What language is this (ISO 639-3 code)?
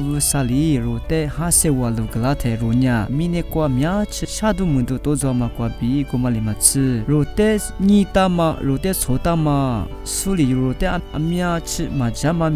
lis